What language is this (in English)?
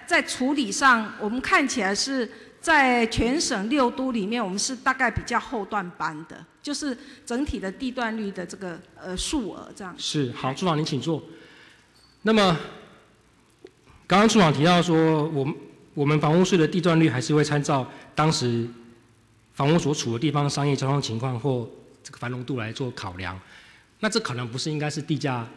Chinese